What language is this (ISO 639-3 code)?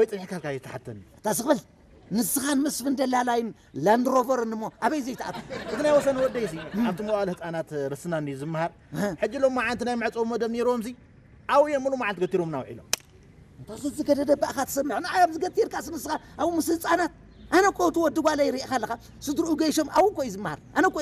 tir